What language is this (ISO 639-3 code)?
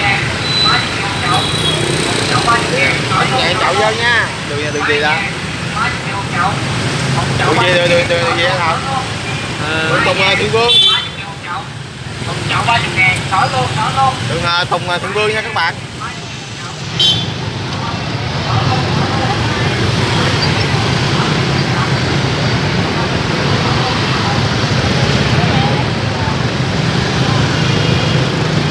vie